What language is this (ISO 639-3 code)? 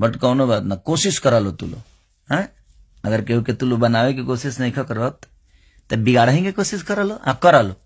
bho